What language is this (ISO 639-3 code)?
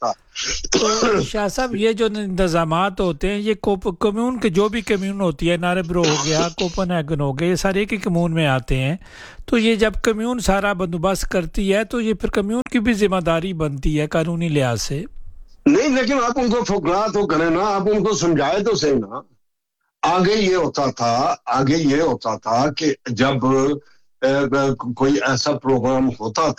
urd